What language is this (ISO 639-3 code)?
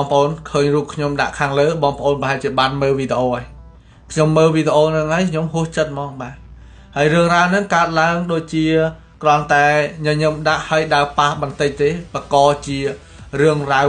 khm